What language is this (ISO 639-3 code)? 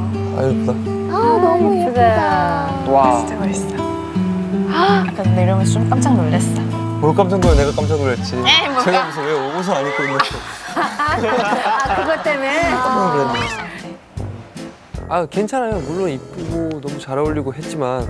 kor